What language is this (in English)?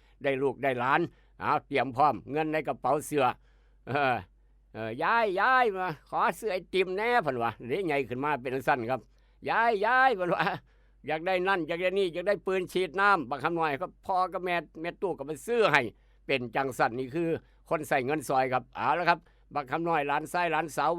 Northeastern Thai